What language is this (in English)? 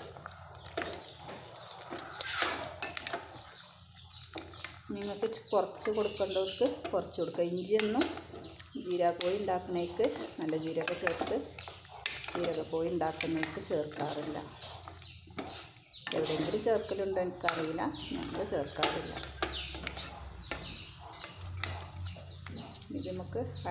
Malayalam